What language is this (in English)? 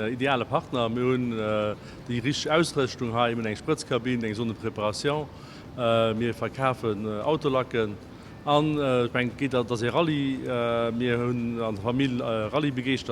Luxembourgish